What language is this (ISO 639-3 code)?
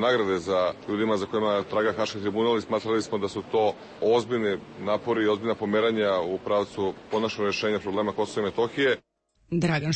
srp